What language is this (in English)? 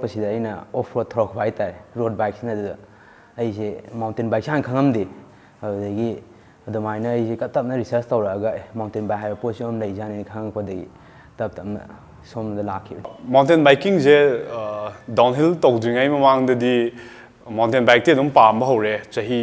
Manipuri